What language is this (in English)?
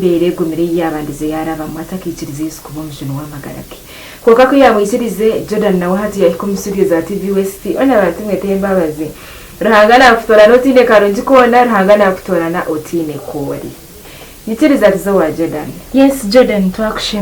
Nyankole